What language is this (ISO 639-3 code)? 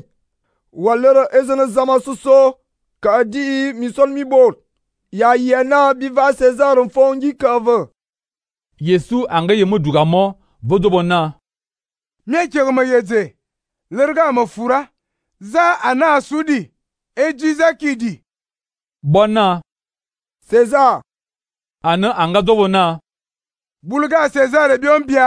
fan